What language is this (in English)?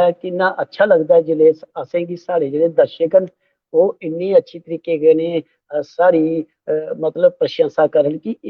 Dogri